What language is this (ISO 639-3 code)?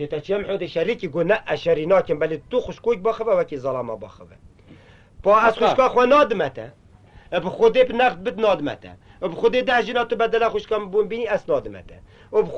kur